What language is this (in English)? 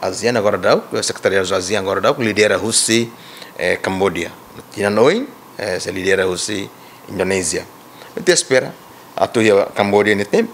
Tetum